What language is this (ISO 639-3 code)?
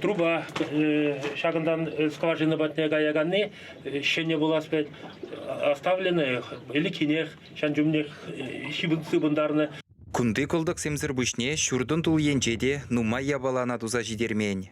chv